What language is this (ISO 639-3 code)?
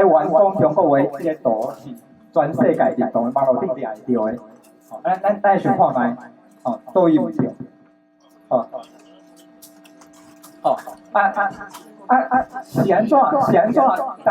nan